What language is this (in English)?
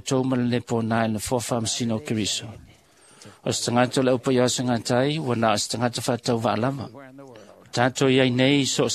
Samoan